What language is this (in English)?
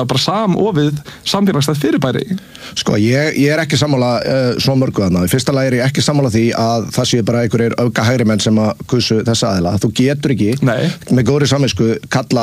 Icelandic